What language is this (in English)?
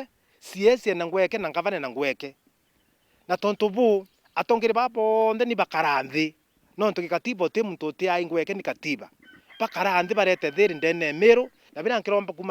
Meru